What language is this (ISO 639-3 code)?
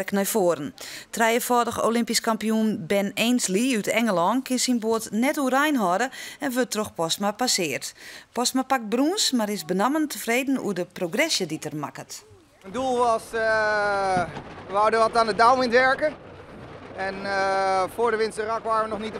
fry